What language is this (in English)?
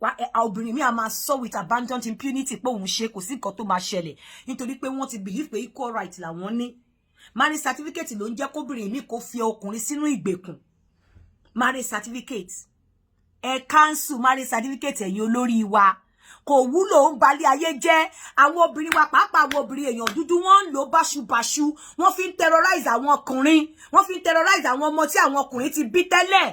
Yoruba